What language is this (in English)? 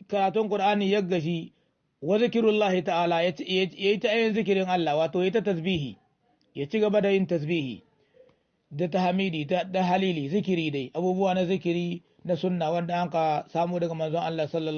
Hausa